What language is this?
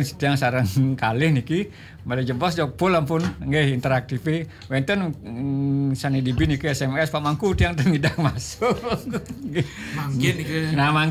Balinese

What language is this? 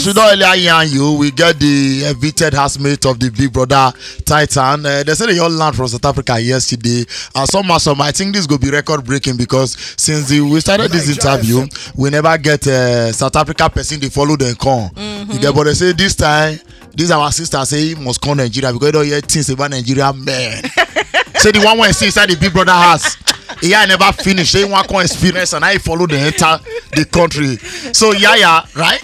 Nigerian Pidgin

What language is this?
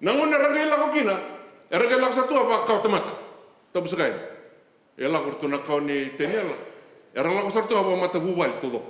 Fijian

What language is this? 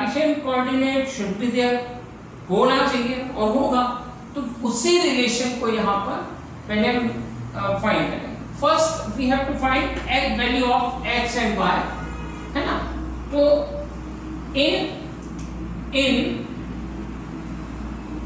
Hindi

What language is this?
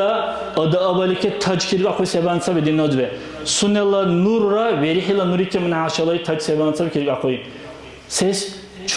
Dargwa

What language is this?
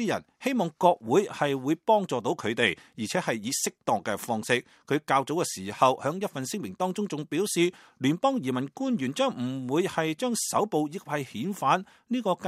Cantonese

